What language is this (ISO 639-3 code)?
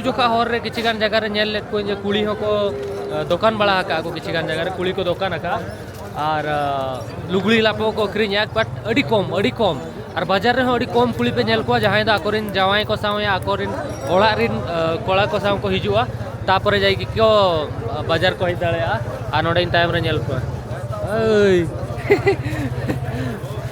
sat